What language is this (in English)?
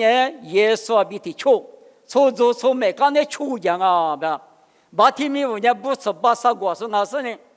Lisu